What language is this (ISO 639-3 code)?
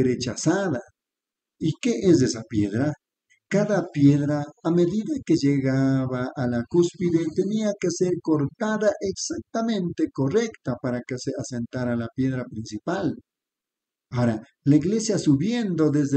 spa